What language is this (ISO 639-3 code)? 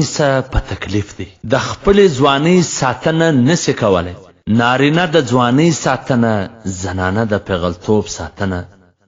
pus